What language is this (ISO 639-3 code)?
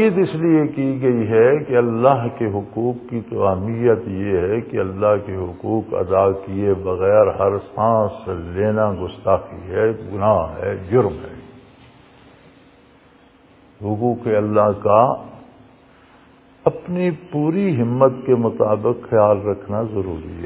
urd